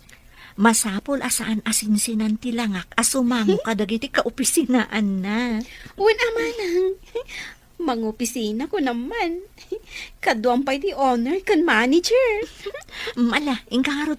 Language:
Iloko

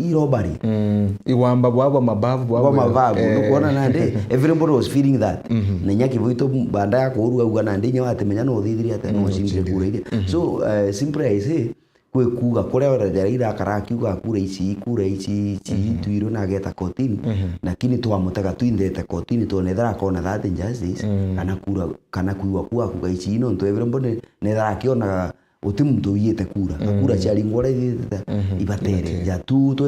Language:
Meru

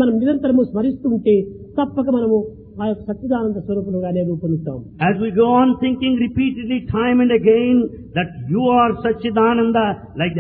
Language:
Telugu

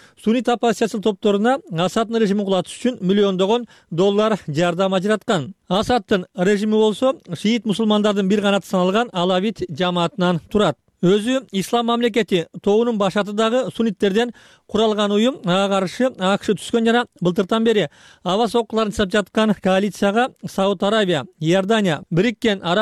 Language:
Kyrgyz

